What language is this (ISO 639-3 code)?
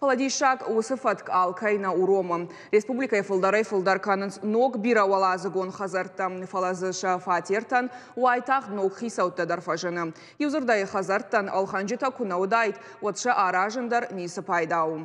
oss